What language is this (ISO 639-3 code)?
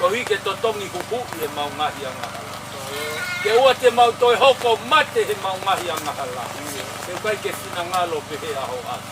ton